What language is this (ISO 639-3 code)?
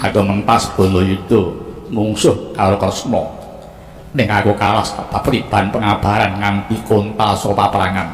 jav